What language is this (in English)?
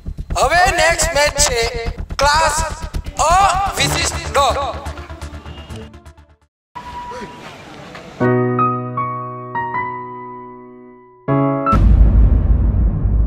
Gujarati